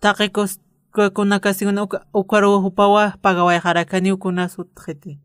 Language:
Aymara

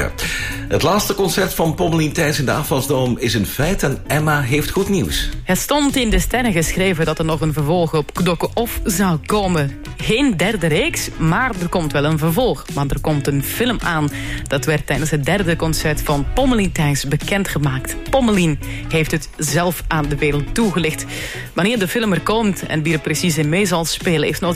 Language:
Dutch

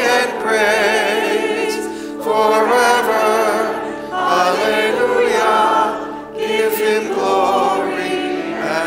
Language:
English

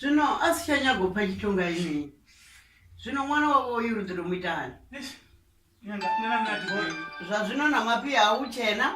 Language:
Venda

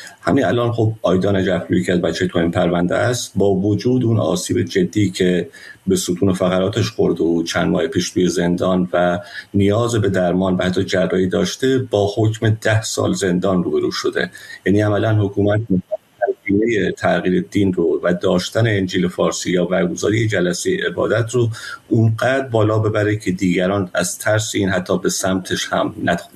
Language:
Persian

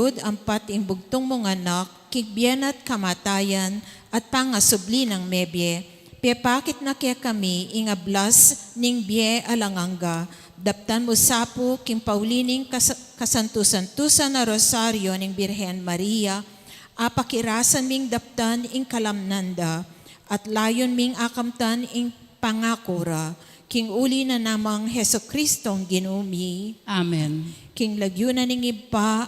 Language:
Pampanga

